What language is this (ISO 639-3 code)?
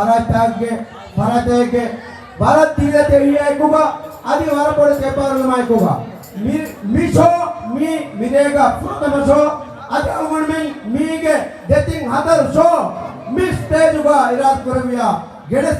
div